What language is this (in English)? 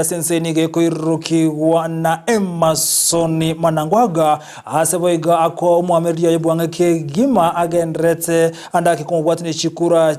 Gusii